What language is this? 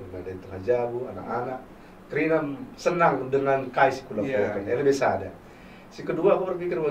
Batak Karo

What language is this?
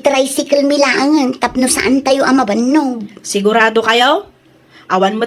Iloko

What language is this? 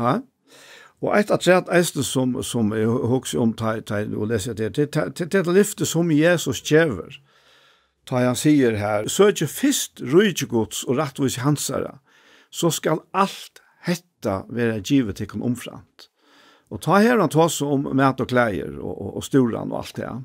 Faroese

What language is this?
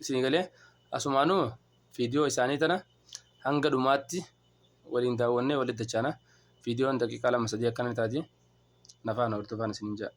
Oromo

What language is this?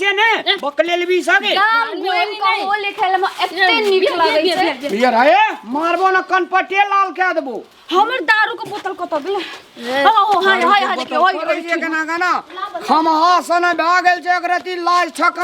Maithili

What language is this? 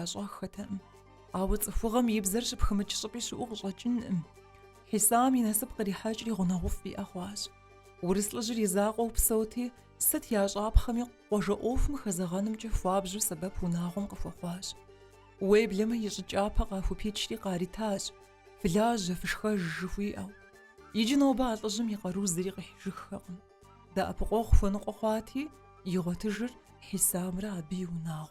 Kabardian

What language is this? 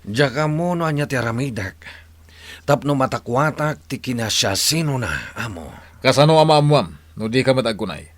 Iloko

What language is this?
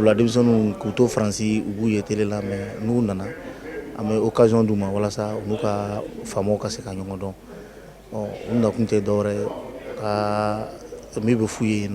Bambara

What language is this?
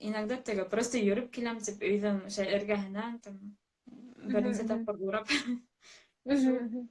Bashkir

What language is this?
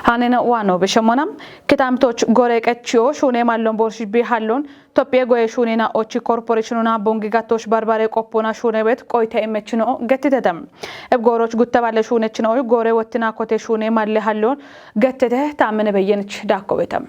Kafa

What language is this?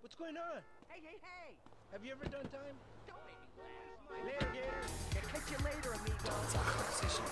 Swiss German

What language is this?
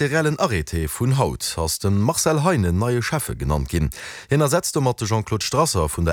Luxembourgish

